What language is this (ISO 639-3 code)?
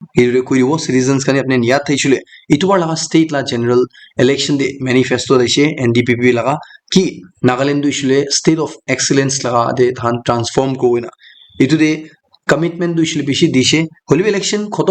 nag